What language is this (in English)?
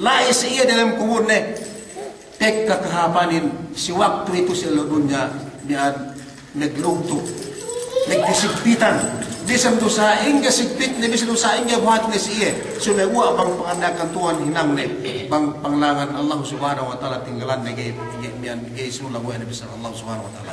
Yakan